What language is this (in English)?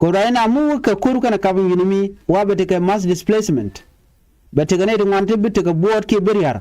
Nuer